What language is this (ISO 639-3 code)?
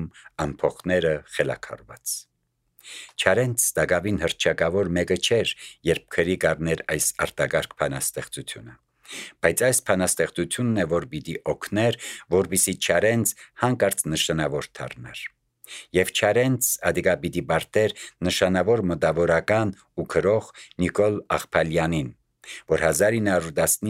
hye